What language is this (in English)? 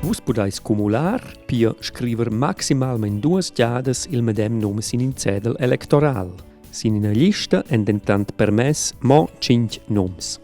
Romansh